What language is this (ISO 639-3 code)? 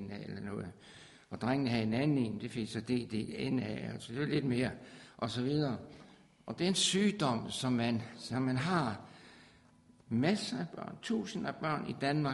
dan